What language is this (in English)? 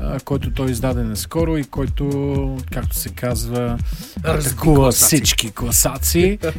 Bulgarian